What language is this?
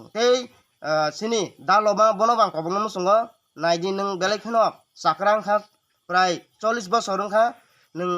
Kok Borok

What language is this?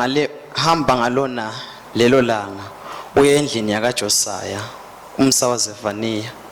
Swati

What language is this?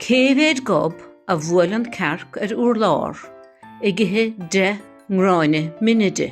Irish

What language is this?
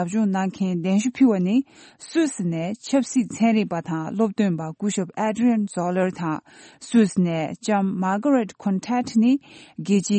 Tibetan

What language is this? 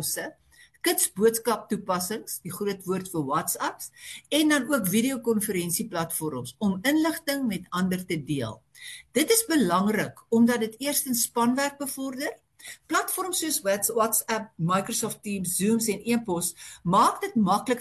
Afrikaans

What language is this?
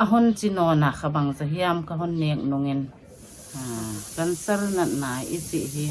Paite Chin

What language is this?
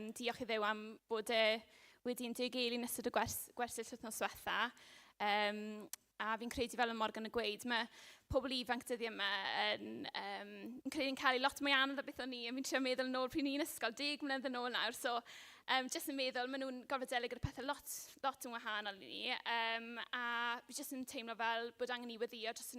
Welsh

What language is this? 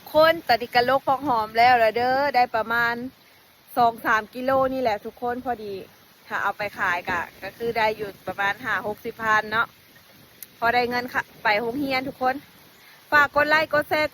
Lao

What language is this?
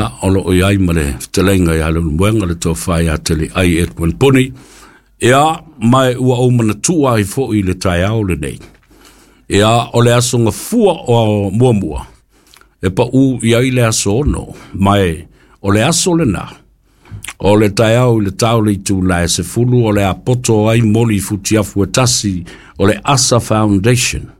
Samoan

